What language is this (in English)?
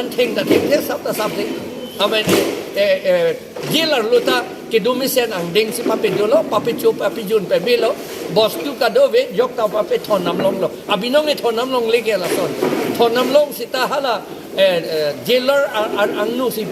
Karbi